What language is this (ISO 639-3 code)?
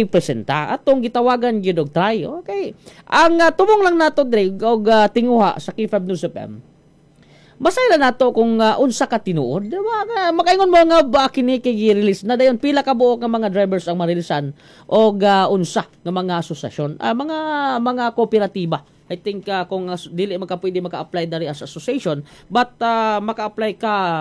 ceb